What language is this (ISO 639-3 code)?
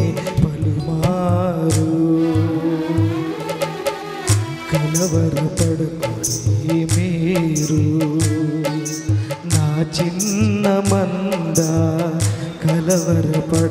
tel